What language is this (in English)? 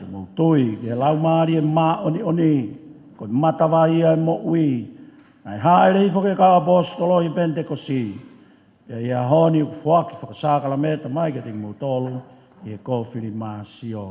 Tongan